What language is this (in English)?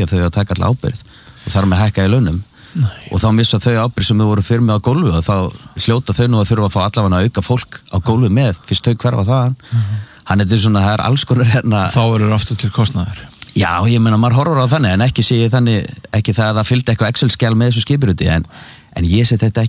Icelandic